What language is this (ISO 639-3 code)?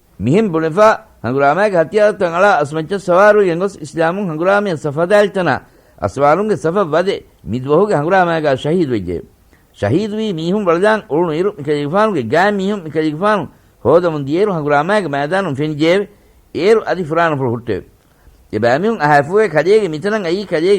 div